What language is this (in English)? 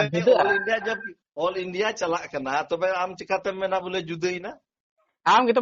Santali